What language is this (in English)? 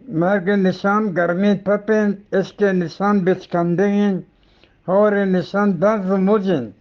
Eastern Balochi